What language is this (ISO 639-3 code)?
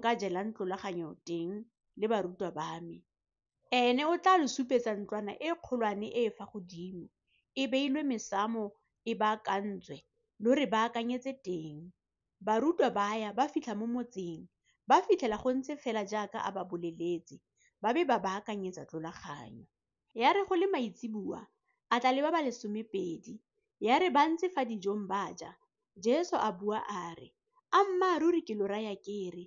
tsn